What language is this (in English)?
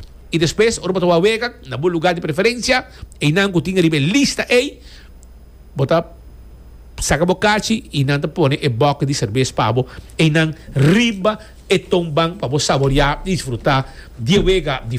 Papiamento